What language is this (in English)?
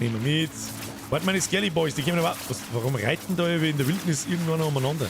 Bavarian